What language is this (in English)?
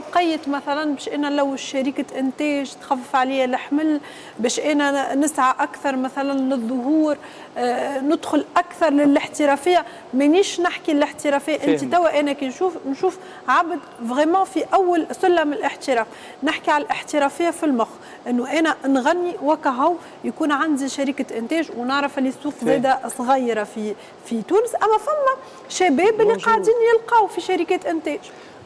Tunisian Arabic